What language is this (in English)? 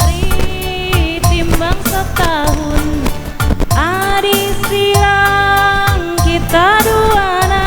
Batak Karo